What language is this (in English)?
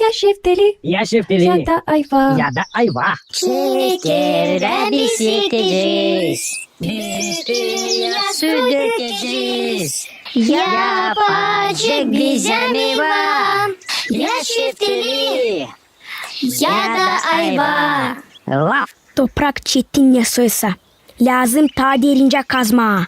Gagauz